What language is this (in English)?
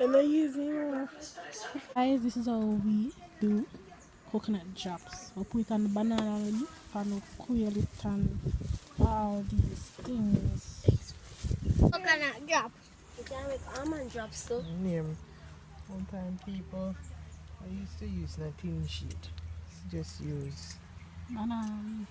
Jamaican Creole English